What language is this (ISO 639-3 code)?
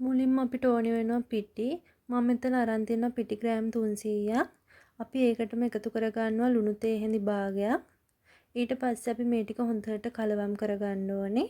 sin